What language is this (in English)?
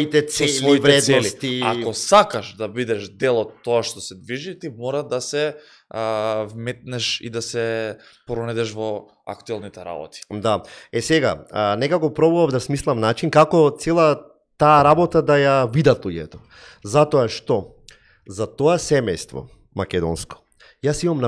Macedonian